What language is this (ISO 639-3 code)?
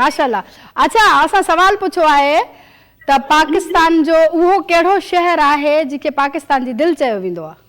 snd